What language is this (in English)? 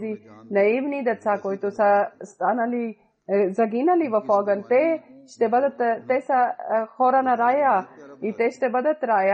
Bulgarian